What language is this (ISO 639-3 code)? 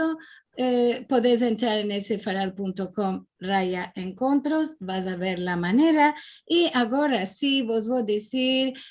lad